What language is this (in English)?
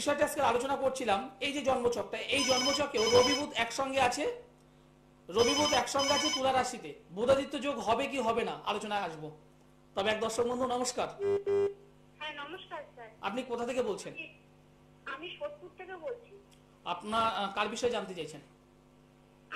Bangla